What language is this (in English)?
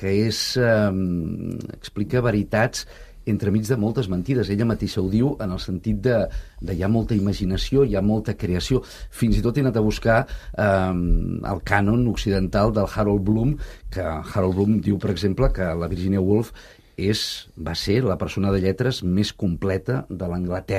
Catalan